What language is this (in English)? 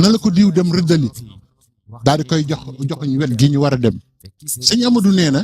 Wolof